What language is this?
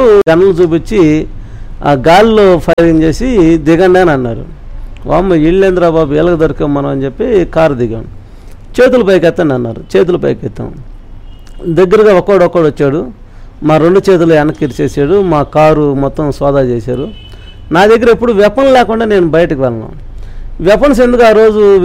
Telugu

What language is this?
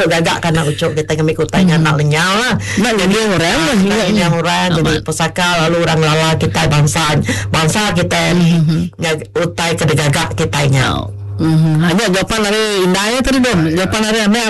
Iban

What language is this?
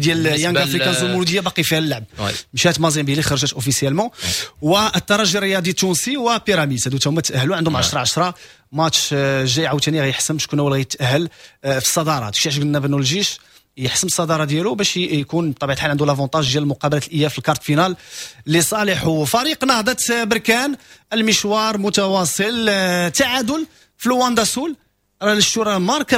Moroccan Arabic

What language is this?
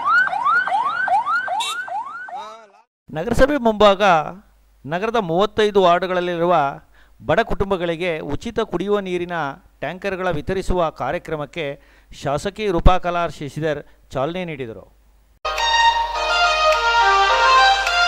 Kannada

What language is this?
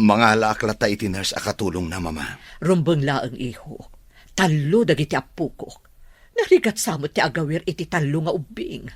Iloko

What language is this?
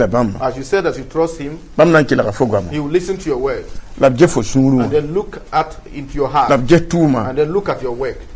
Mossi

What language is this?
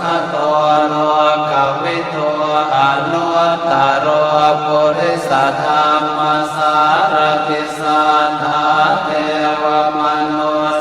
Pali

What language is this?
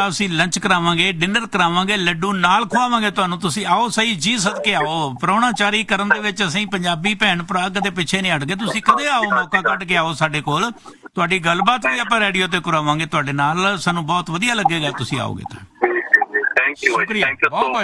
Punjabi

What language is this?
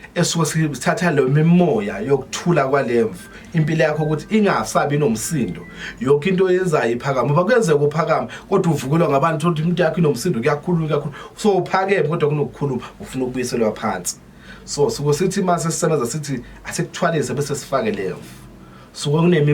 Zulu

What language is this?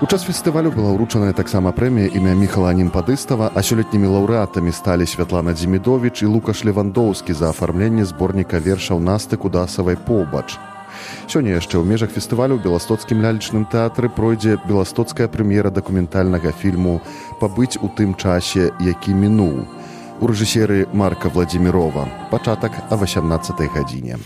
Belarusian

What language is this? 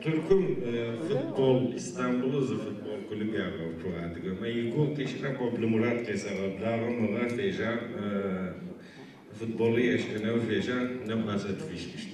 Adyghe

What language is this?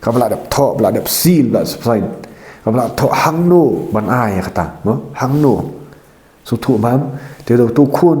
Khasi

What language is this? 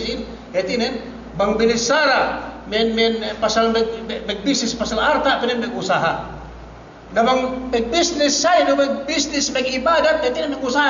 Yakan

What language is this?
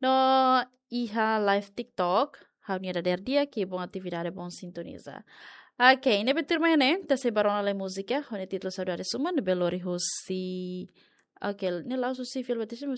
Tetum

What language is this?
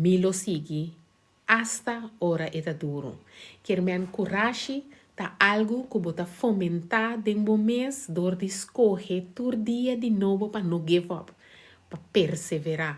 Papiamento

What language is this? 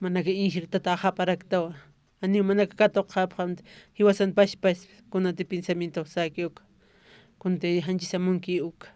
Aymara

